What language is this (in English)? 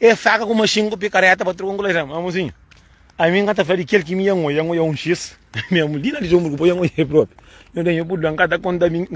Kabuverdianu